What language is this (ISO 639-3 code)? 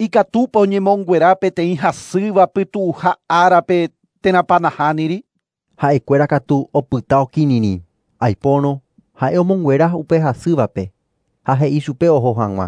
grn